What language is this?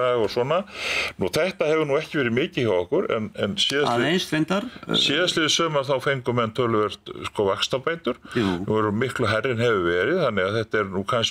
Icelandic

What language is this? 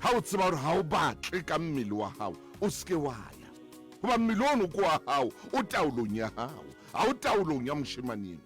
Southern Sotho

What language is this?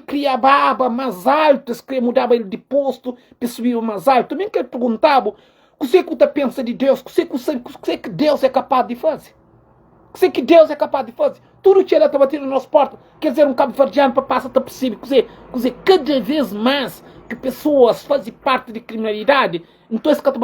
Kabuverdianu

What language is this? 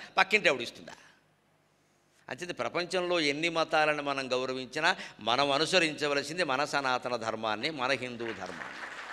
Telugu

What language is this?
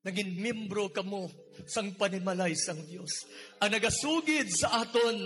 Hiligaynon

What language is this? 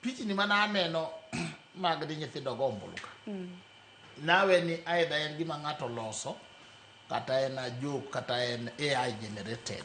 Luo (Kenya and Tanzania)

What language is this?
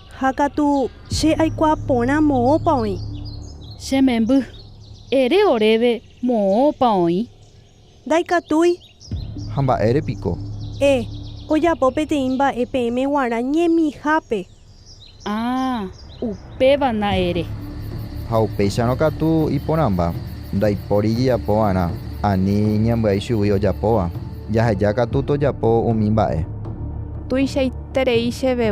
Guarani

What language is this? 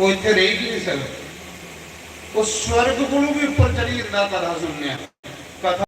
Dogri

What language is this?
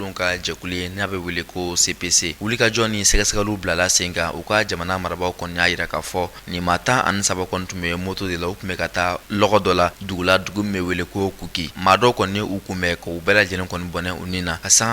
Bambara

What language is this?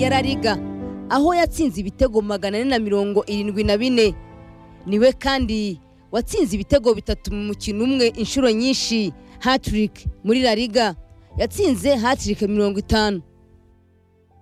Kinyarwanda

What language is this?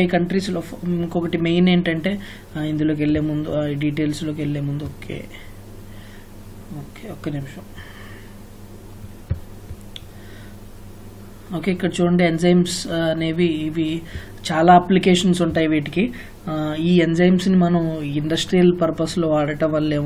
Telugu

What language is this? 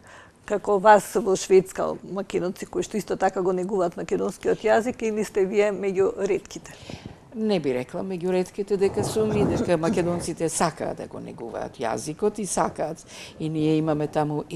Macedonian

